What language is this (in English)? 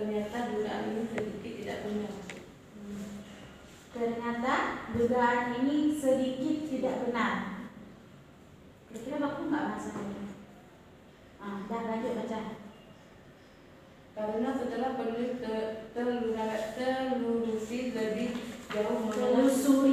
Indonesian